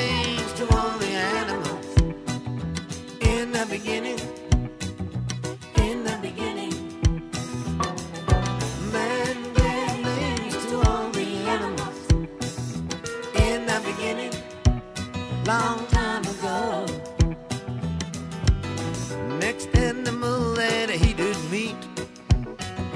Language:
Estonian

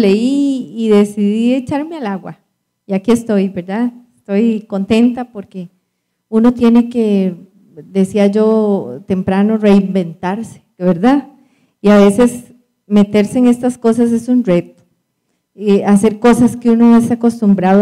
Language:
Spanish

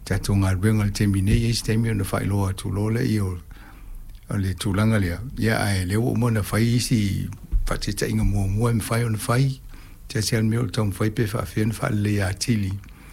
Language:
Samoan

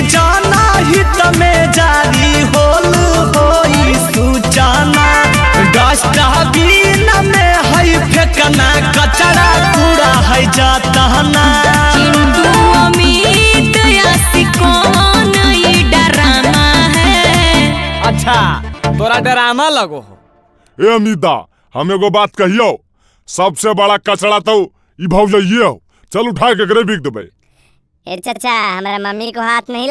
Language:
Magahi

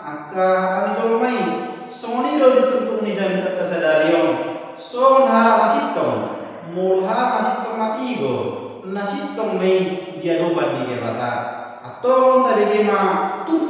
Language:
Batak Toba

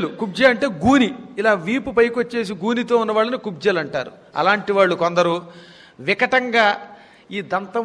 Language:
Telugu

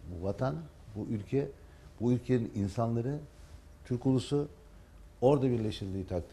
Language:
Turkish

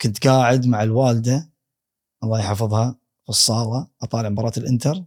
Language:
Gulf Arabic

